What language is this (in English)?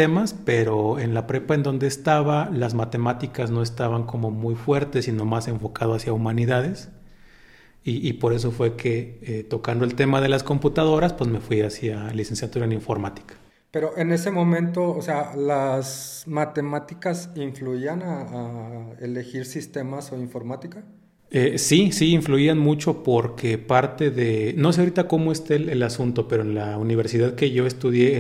Spanish